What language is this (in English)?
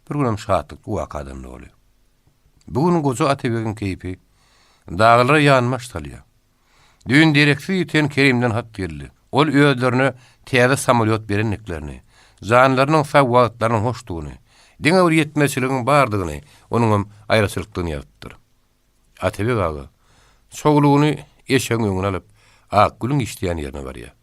Turkmen